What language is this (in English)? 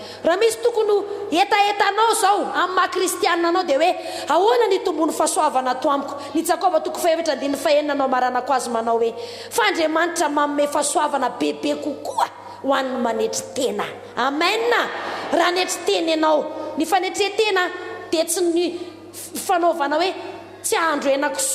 Malagasy